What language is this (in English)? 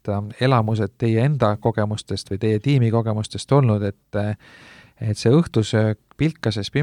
Estonian